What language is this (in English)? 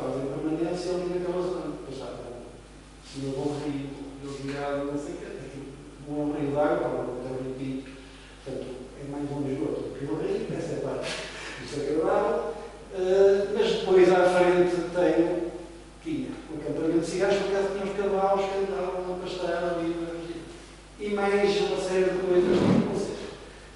Portuguese